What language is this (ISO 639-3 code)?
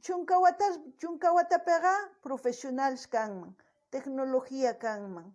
quh